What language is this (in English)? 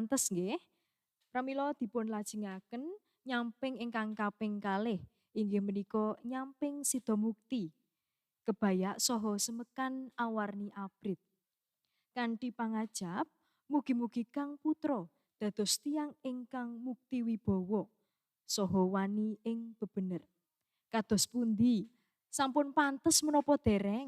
Javanese